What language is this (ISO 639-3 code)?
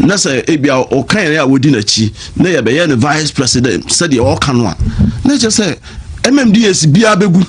aka